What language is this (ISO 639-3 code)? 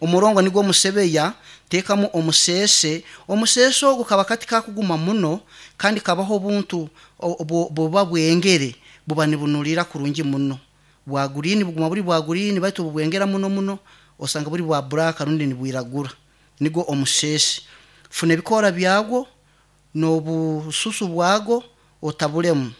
nyn